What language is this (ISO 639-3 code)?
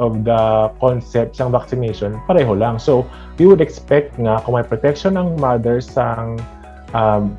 hil